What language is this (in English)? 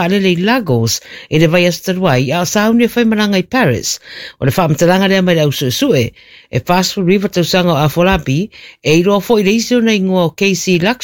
Samoan